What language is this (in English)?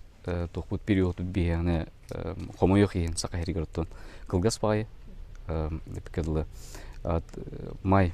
Yakut